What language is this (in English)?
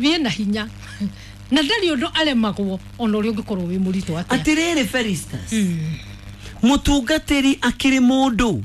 Kikuyu